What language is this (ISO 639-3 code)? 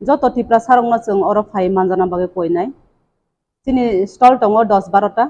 trp